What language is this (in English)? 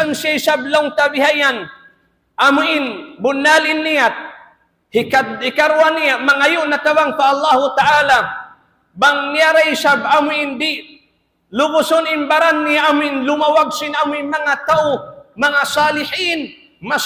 Tausug